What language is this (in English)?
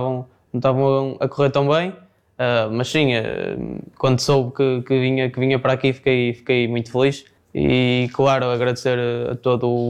Portuguese